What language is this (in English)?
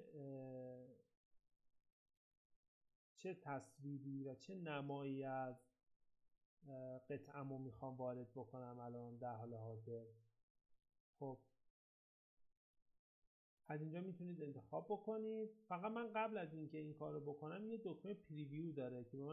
Persian